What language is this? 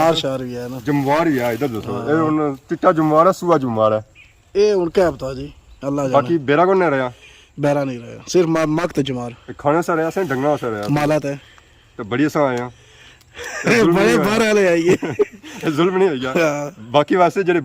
Pahari-Potwari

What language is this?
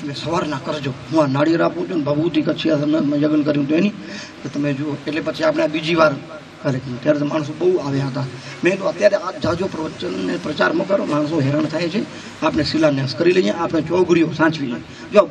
Gujarati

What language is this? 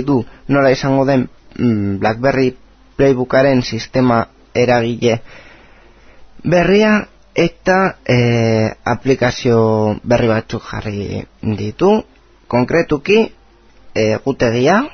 Basque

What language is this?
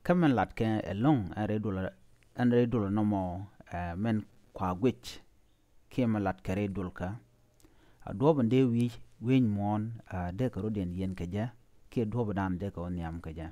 Nuer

